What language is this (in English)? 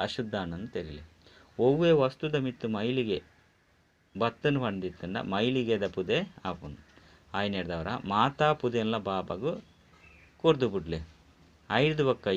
Tulu